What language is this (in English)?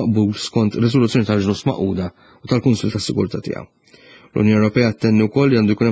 Maltese